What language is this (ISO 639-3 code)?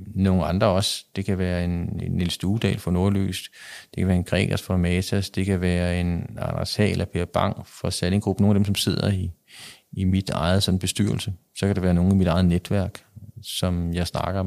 dan